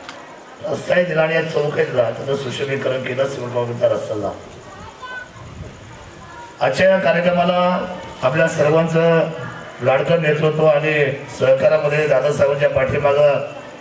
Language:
Marathi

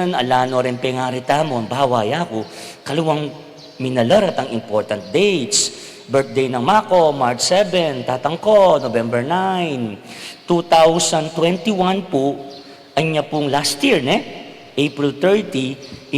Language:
Pampanga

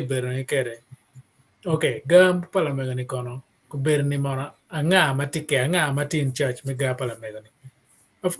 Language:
Acoli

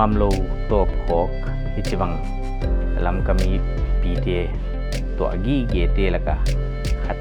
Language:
Paite Chin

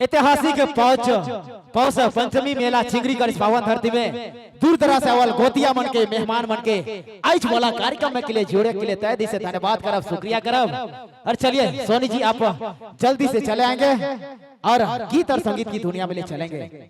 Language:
Sadri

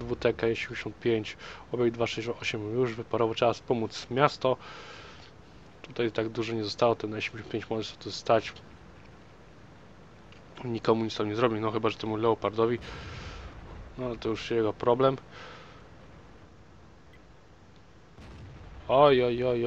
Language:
Polish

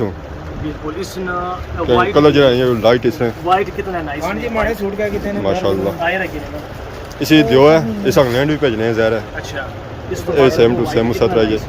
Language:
Pahari-Potwari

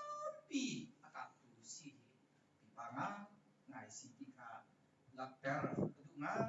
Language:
Hakha Chin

